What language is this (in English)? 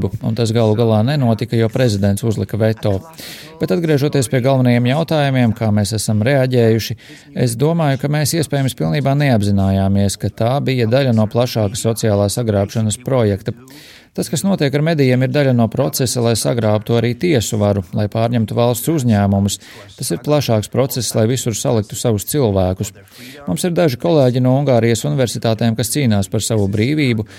Latvian